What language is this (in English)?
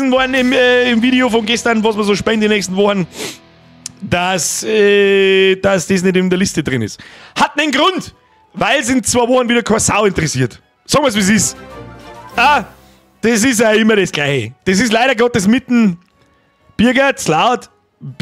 Bavarian